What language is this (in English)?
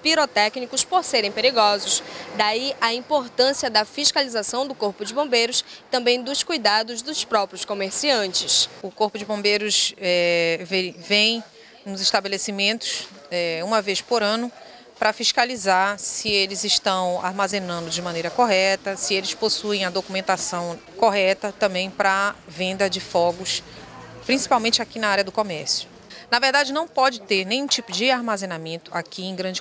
Portuguese